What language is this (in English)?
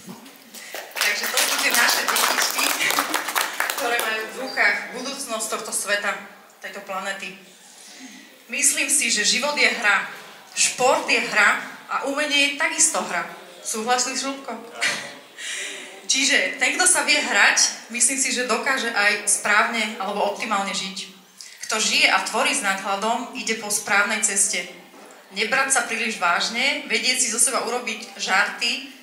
Slovak